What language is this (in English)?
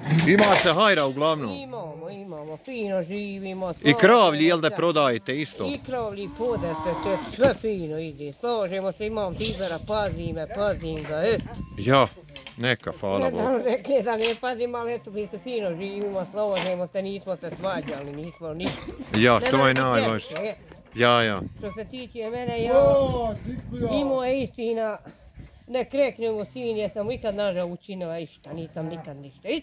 Bosnian